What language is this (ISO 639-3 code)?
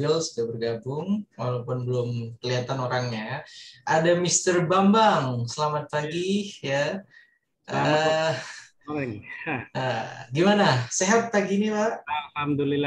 ind